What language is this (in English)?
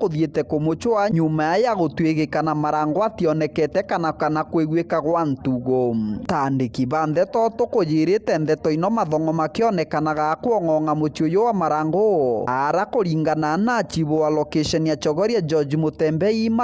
Meru